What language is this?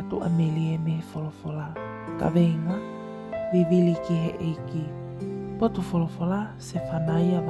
Tongan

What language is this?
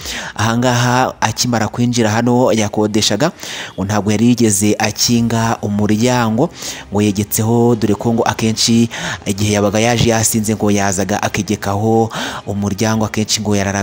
Kinyarwanda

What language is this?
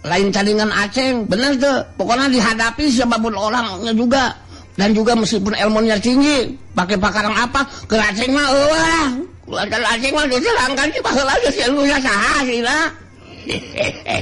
Sundanese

